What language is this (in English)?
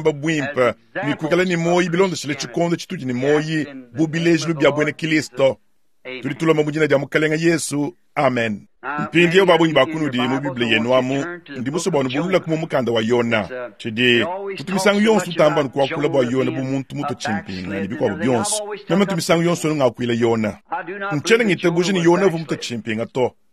Luba-Lulua